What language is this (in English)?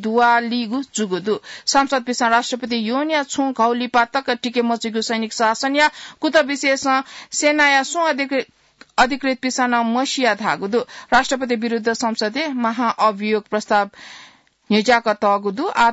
Newari